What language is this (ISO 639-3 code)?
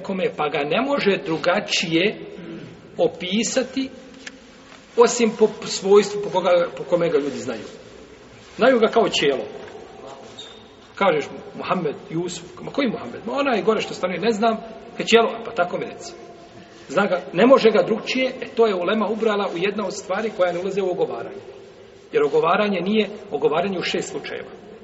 bos